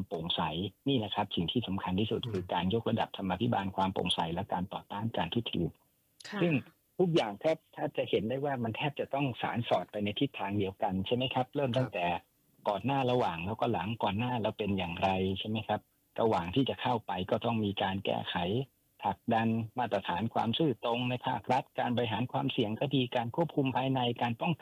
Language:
Thai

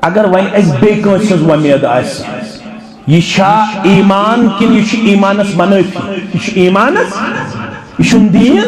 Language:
Kashmiri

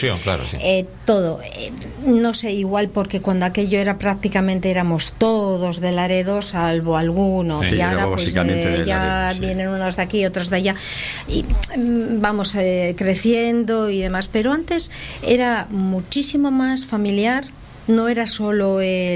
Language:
Spanish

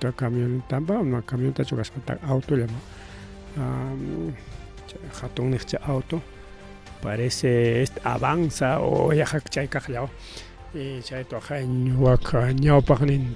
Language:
Ayacucho Quechua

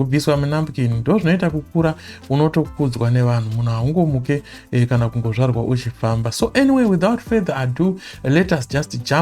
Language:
Shona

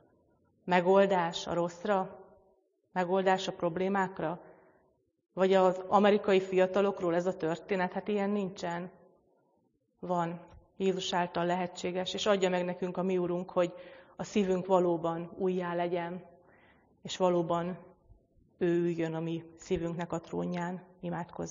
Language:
Hungarian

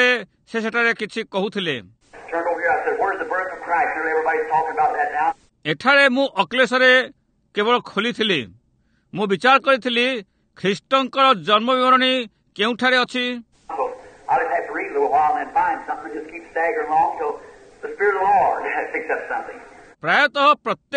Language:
Odia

